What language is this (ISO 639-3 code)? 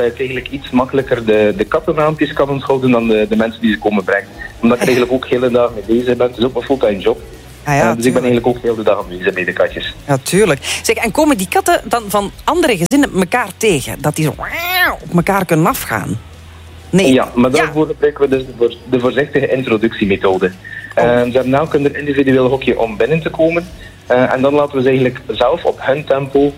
nld